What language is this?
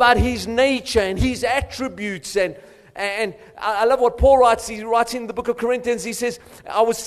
English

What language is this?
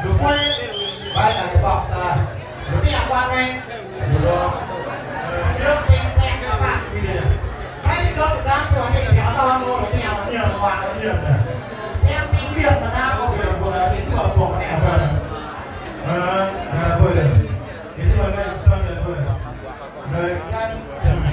Acoli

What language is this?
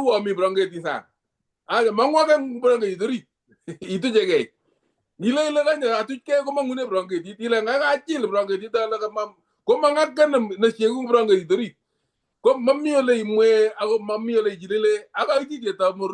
Kalenjin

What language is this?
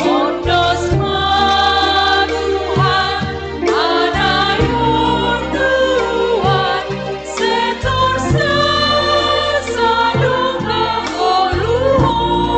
Batak Simalungun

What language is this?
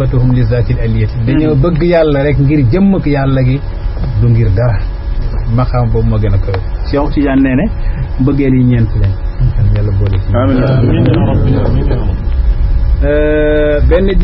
Wolof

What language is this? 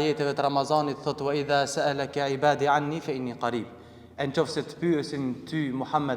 Albanian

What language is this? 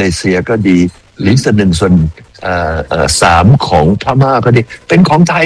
Thai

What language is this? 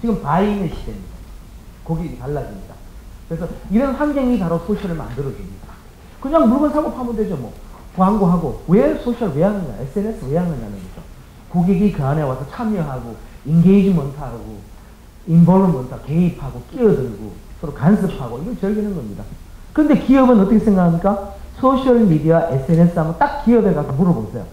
Korean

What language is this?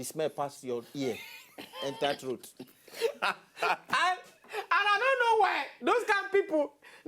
Nigerian Pidgin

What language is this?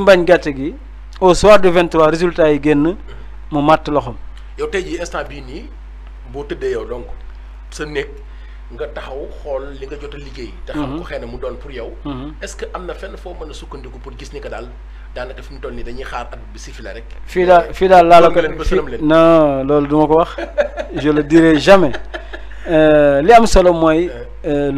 Wolof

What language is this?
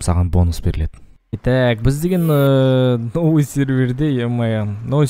Kazakh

